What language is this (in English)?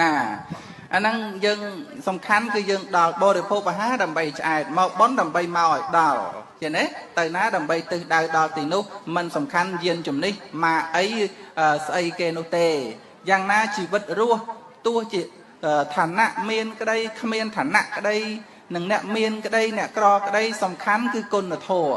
Khmer